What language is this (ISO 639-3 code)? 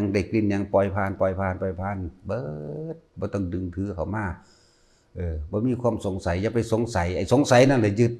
lao